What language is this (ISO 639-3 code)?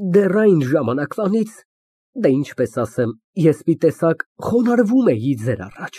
hye